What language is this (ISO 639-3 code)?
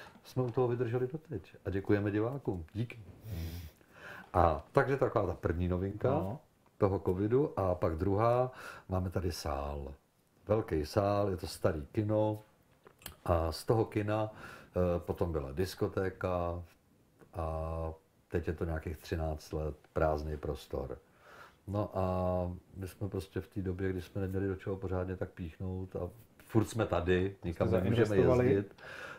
ces